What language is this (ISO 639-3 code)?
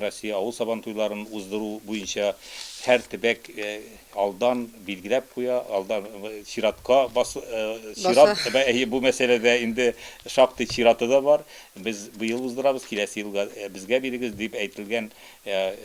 tat